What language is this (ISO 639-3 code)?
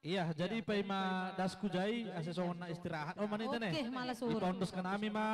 bts